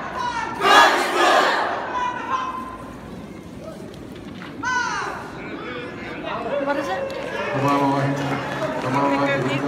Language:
Tongan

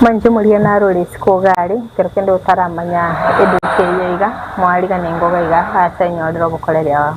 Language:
Gusii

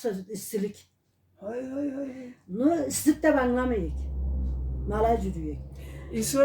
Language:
Karachay-Balkar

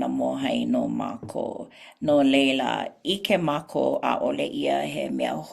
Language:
Hawaiian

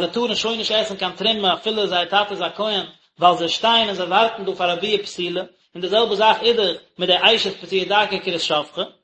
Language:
Yiddish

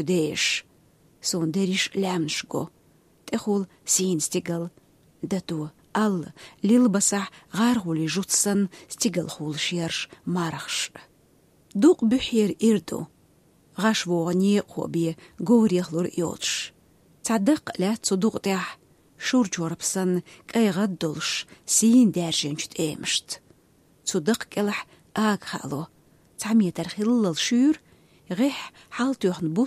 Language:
Chechen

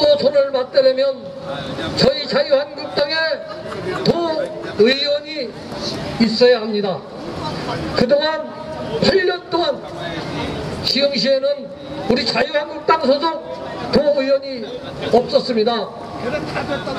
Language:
Korean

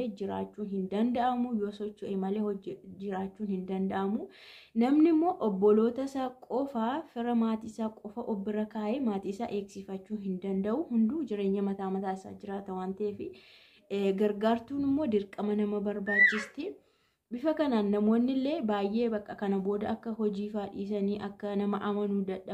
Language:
Oromo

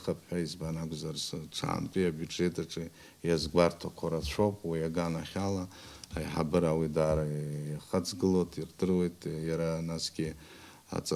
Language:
Abkhazian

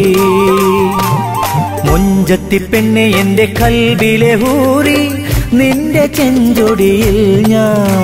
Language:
Malayalam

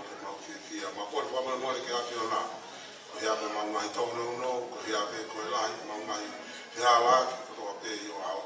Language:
Tongan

